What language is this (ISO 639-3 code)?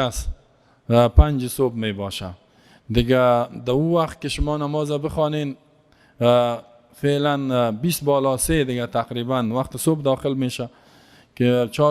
fas